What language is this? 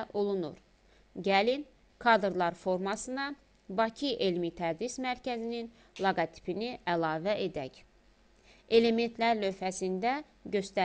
Azerbaijani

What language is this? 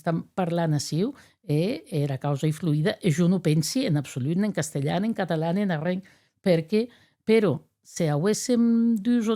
Occitan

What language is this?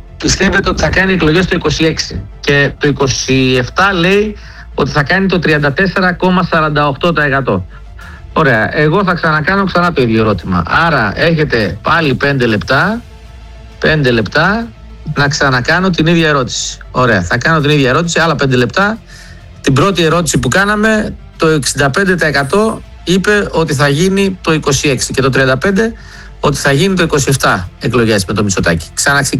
Greek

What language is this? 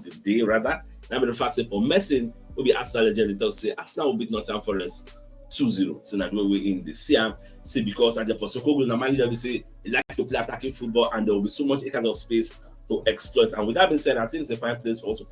Nigerian Pidgin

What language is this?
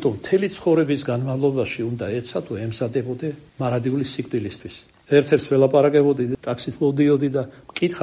Georgian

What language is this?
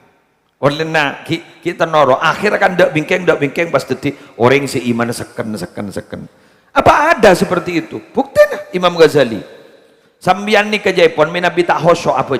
Madurese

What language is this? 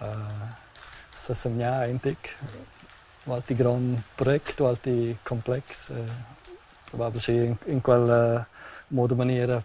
Romansh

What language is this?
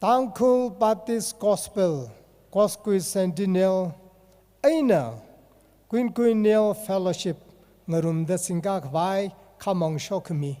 Tangkhul Naga (India)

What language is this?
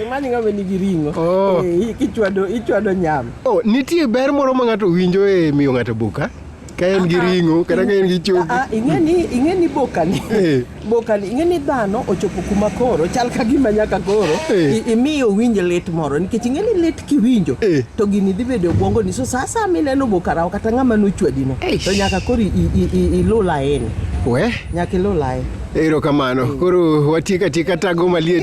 Luo (Kenya and Tanzania)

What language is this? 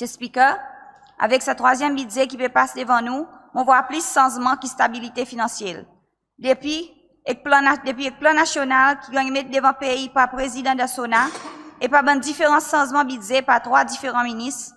Seselwa Creole French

